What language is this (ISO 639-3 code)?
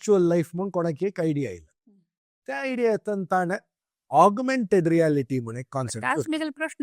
kok